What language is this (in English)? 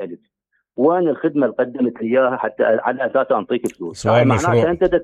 Mesopotamian Arabic